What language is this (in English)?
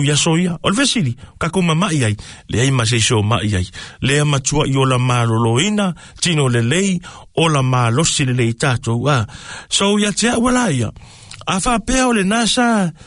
Samoan